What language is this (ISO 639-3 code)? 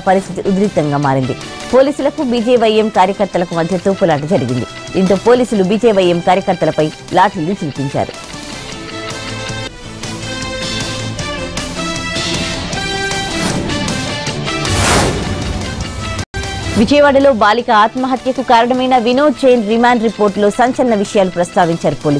tel